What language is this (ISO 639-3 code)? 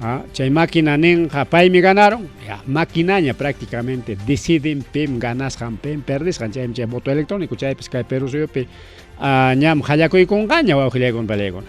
quy